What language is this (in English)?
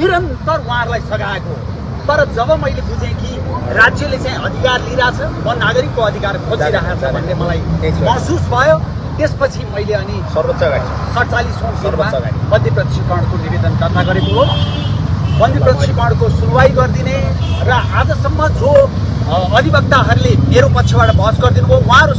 Nepali